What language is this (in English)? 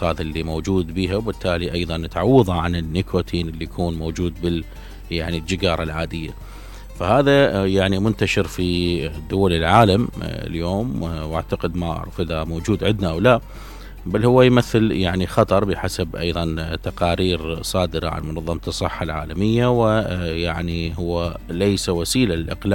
Mesopotamian Arabic